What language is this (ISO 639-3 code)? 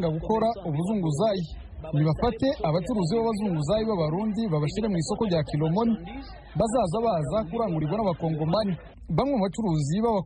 kin